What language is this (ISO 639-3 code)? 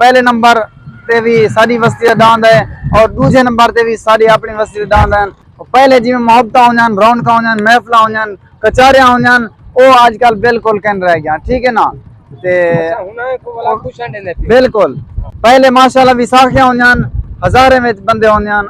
skr